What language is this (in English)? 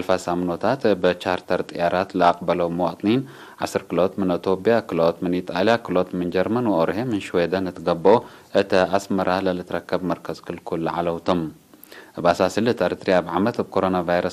Tigre